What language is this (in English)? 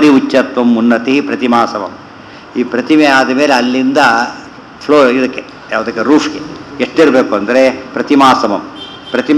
Kannada